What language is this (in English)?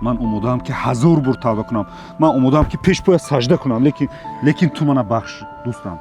Tajik